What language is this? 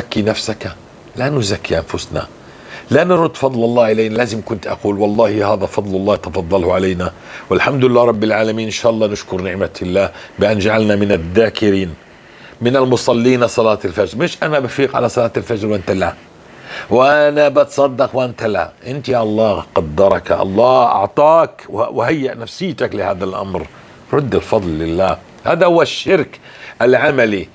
North Levantine Arabic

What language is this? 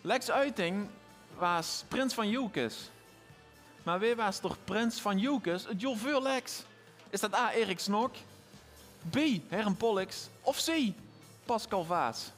Limburgish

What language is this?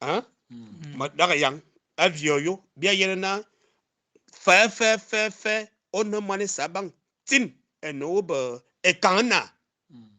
Fang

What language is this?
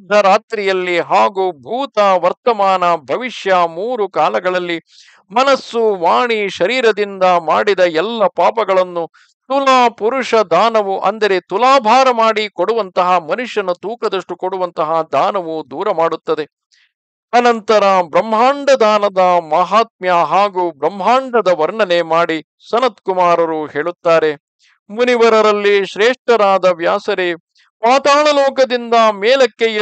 Kannada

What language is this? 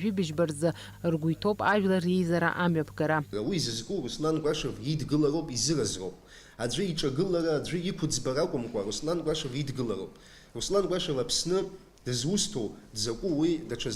Abkhazian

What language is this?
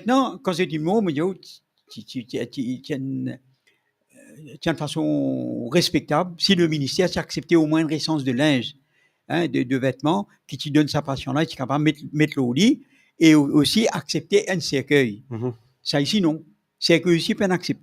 Morisyen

